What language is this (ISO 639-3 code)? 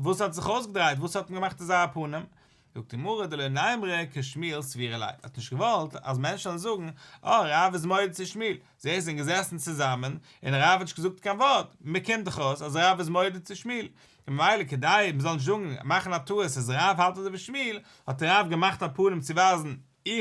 yid